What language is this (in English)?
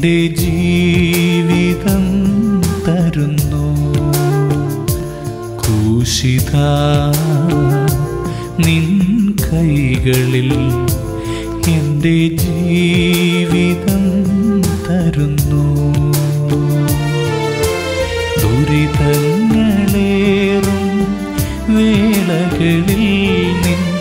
Malayalam